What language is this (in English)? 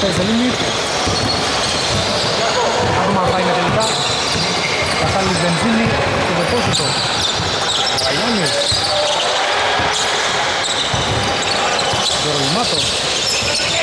Greek